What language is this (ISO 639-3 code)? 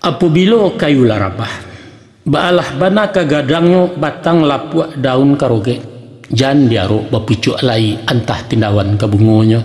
min